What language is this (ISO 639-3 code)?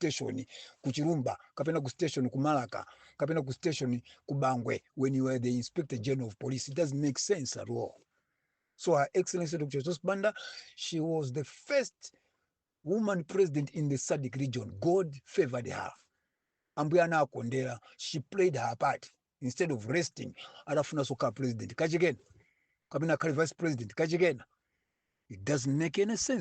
nya